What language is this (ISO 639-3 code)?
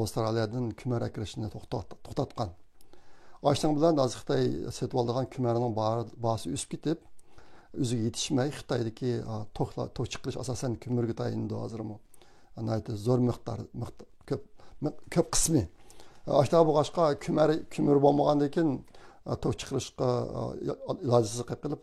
uig